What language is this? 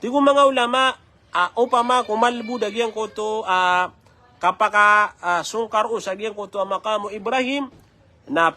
Maranao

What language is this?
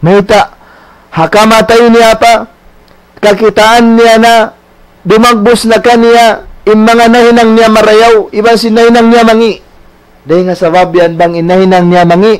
Tausug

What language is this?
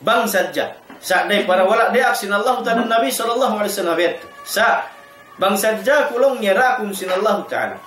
Tausug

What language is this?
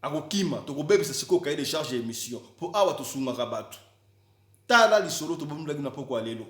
Lingala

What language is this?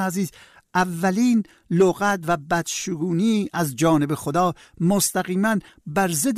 Persian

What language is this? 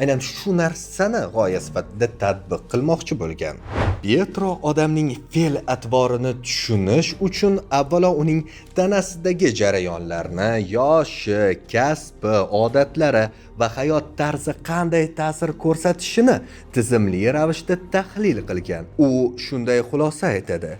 Uzbek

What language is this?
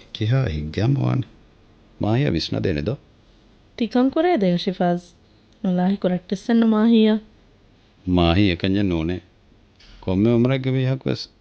Divehi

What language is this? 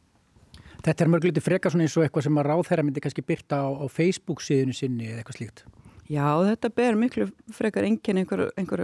Icelandic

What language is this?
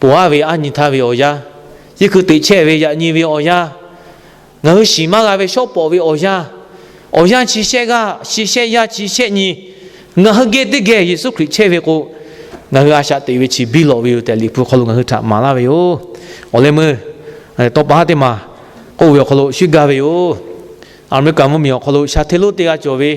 Lahu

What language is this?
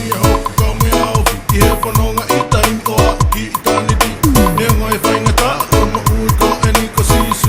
Tongan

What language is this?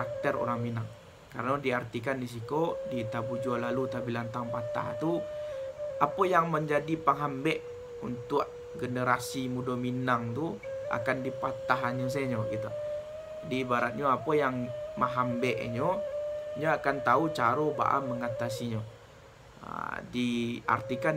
Minangkabau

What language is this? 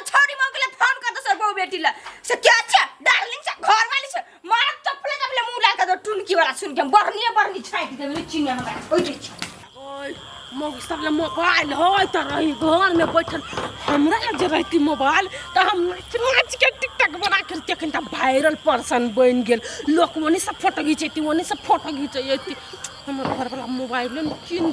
Maithili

